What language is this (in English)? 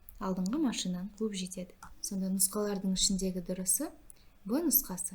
Kazakh